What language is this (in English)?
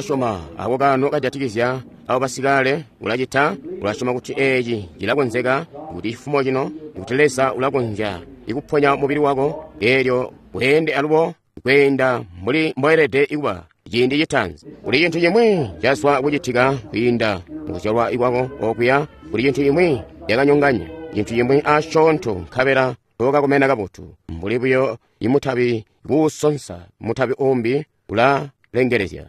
Tonga (Zambia)